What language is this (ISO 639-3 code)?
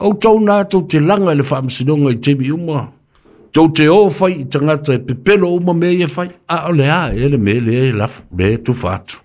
smo